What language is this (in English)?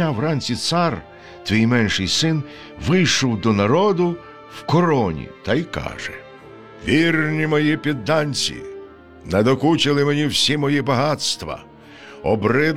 Ukrainian